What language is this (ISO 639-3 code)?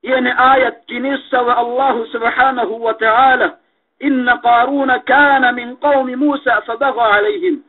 yka